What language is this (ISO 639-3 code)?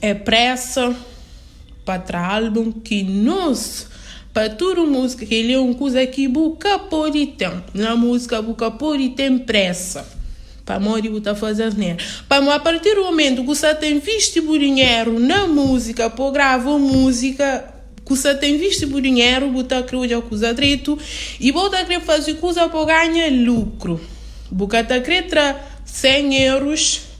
kea